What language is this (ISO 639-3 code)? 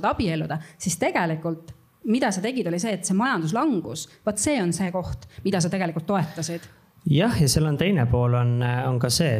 est